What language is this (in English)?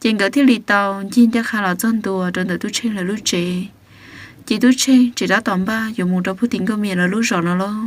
Hmong